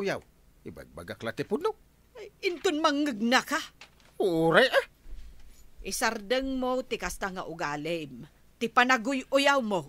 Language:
Iloko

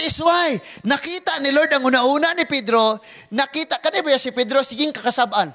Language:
Cebuano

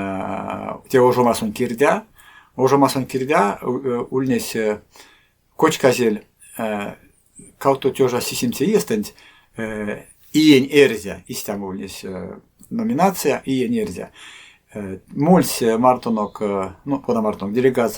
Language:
Erzya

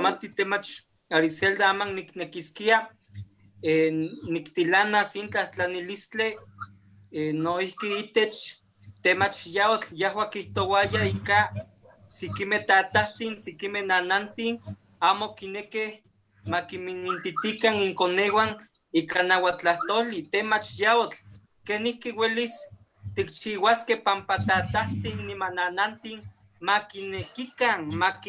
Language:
Eastern Huasteca Nahuatl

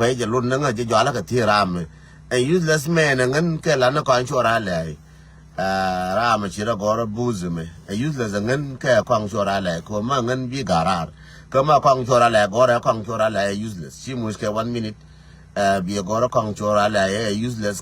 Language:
Nuer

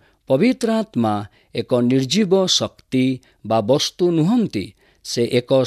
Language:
Odia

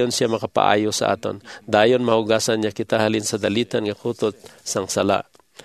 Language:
Hiligaynon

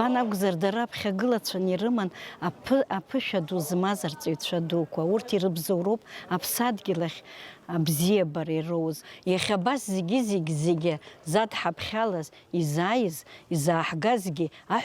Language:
Abkhazian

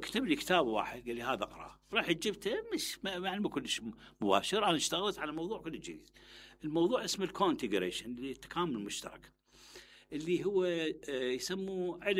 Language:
Mesopotamian Arabic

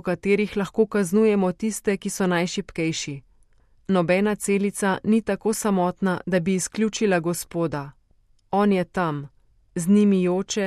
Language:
Slovenian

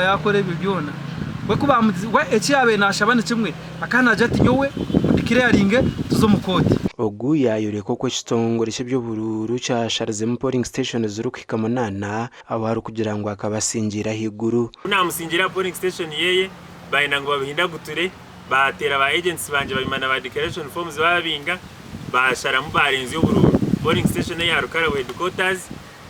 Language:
Nyankole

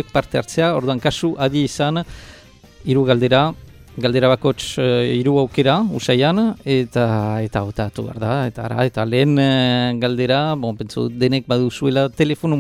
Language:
Basque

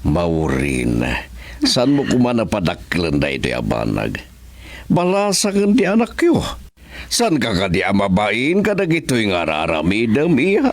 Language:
Iloko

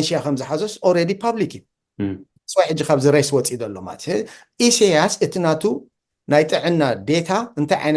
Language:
Tigrinya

